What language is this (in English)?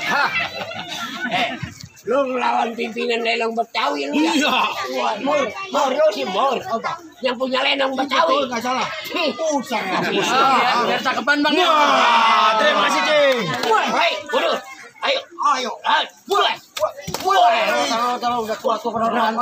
Betawi